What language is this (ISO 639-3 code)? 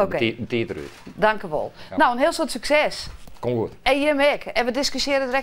fry